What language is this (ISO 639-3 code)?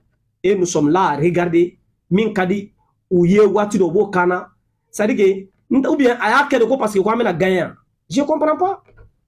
bam